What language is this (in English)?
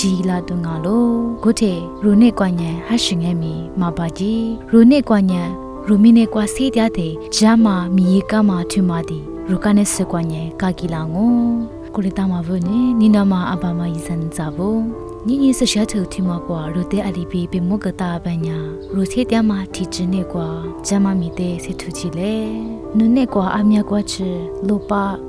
Lisu